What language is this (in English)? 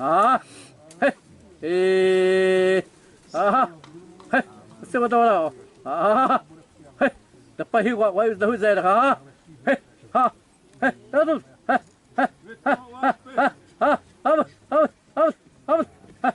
Xavánte